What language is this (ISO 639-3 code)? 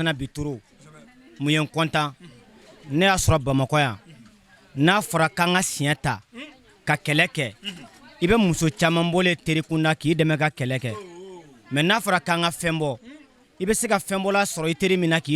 bam